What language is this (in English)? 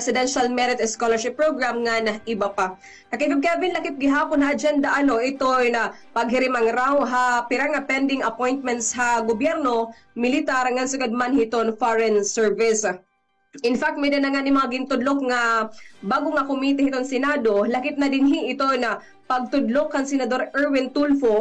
Waray